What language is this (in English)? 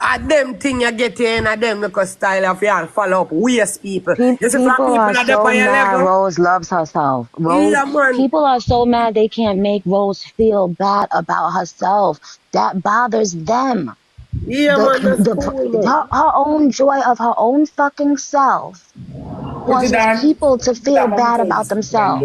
Jamaican Creole English